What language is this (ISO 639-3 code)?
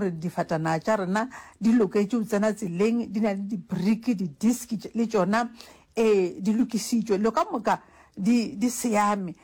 nso